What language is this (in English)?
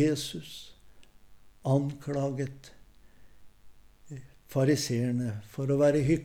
Norwegian